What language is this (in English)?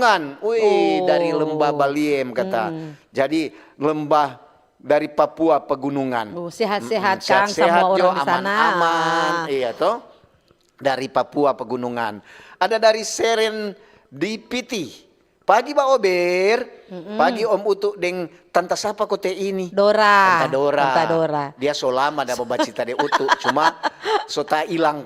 Manado Malay